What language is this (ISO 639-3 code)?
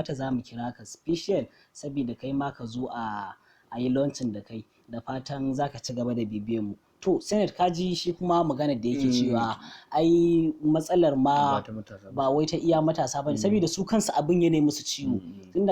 hau